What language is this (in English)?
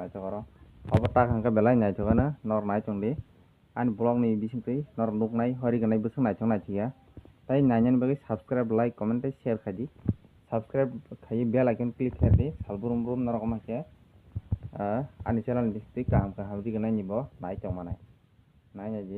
Kok Borok